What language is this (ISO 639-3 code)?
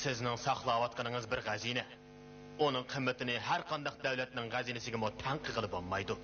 uig